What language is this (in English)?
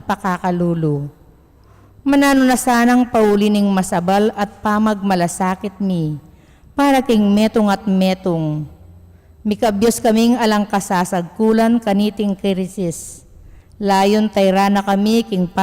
Pampanga